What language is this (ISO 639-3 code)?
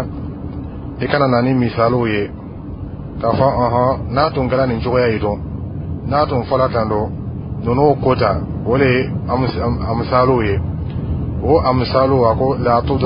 dyu